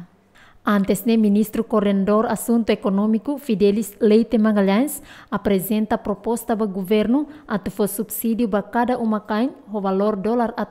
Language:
Tetum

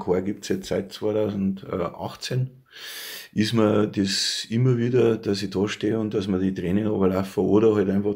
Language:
Bavarian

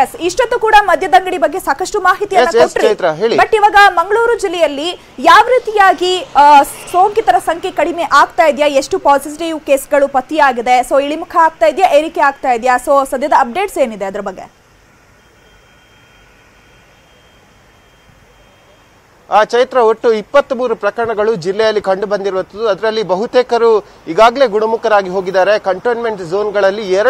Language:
Kannada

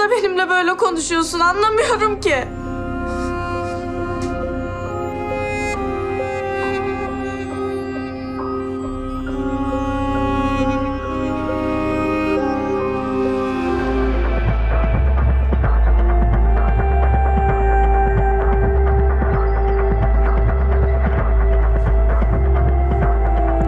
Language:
Turkish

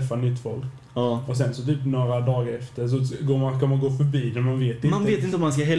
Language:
Swedish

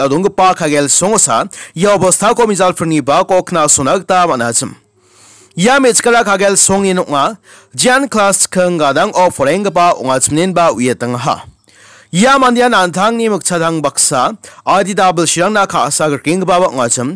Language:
Garo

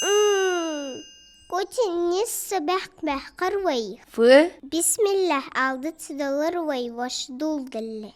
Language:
Ingush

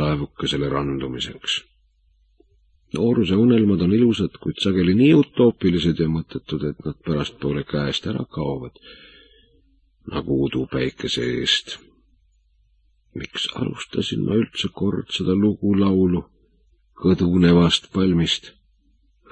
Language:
Estonian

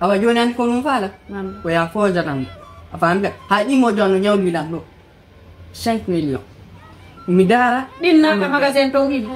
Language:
Fula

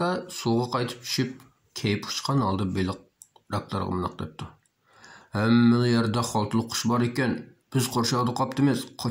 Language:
Uyghur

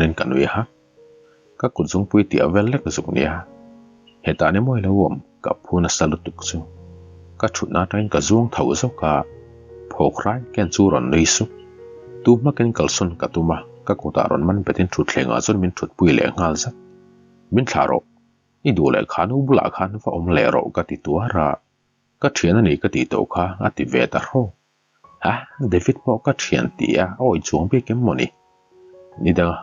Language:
Mizo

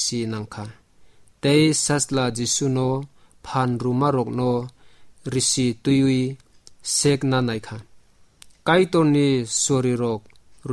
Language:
Kok Borok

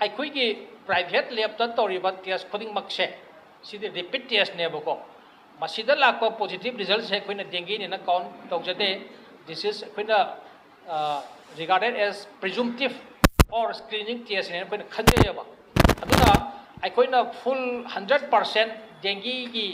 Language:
Manipuri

